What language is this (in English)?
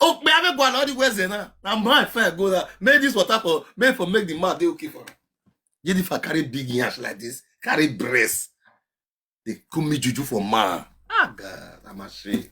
Nigerian Pidgin